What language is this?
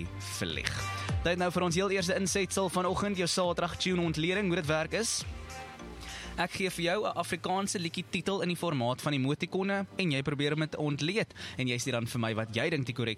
Afrikaans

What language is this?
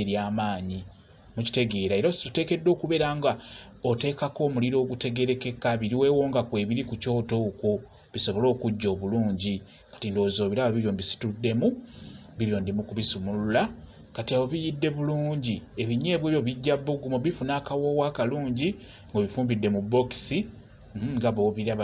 Ganda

